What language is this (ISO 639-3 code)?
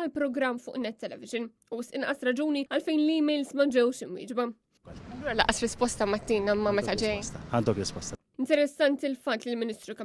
mlt